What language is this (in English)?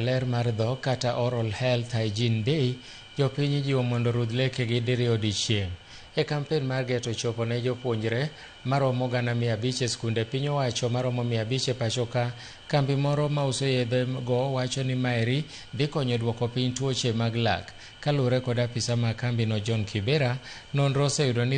Luo (Kenya and Tanzania)